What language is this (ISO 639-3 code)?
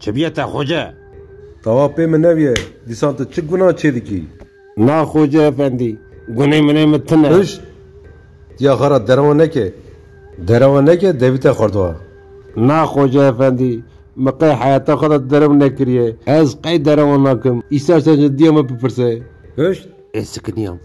kur